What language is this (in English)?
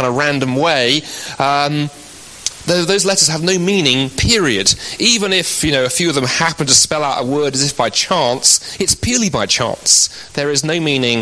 English